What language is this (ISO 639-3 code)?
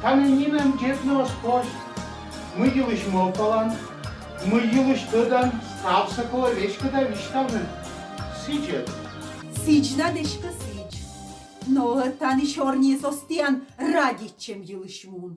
kom